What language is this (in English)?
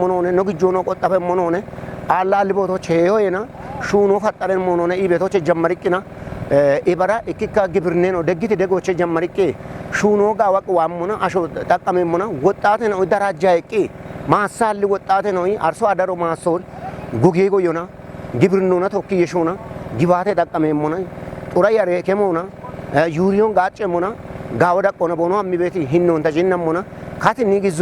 Kafa